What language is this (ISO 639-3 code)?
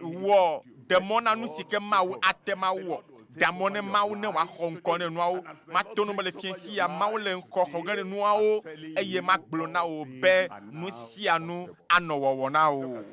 ewe